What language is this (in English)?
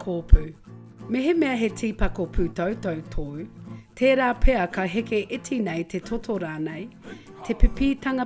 Māori